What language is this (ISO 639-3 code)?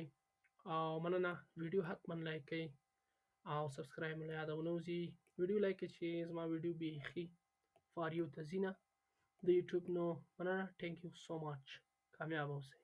pus